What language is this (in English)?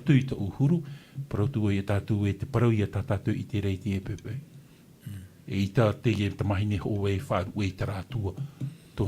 Tahitian